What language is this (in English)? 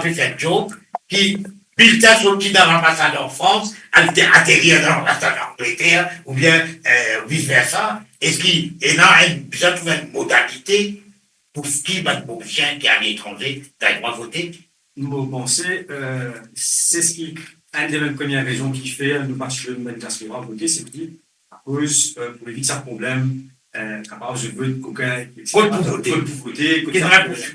Morisyen